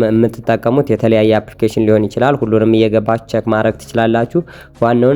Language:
Amharic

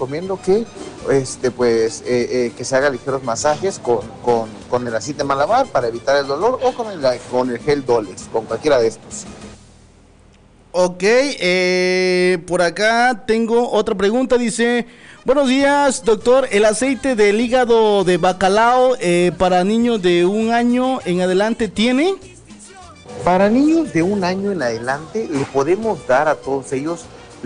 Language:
Spanish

